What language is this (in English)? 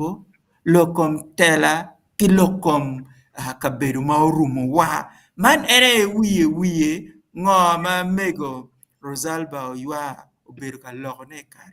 Acoli